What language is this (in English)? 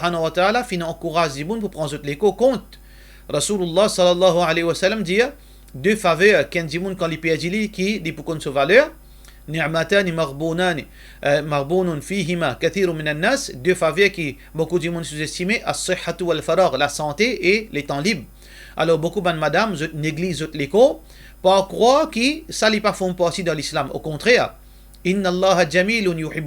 Morisyen